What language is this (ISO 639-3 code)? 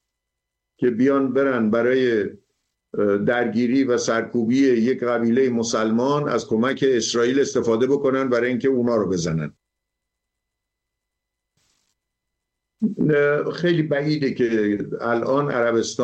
fas